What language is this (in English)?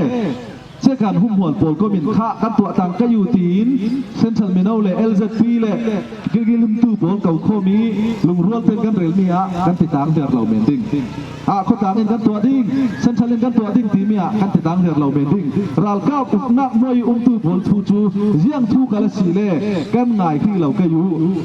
Falam Chin